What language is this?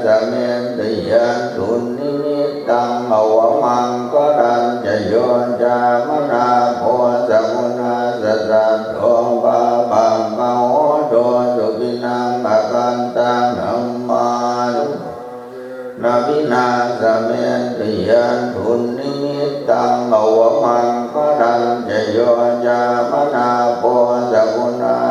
Pali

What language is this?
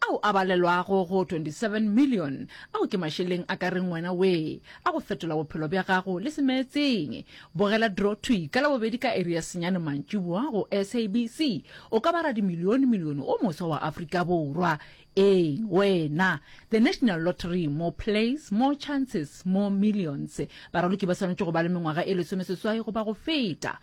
Northern Sotho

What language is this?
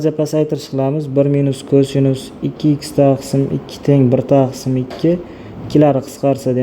Uzbek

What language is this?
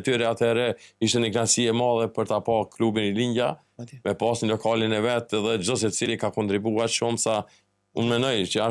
Albanian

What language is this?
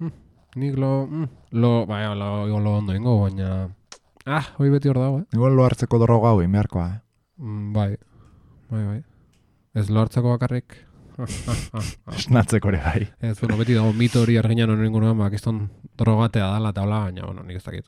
Basque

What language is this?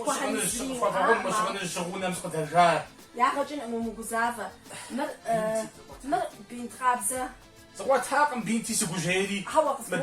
Kabardian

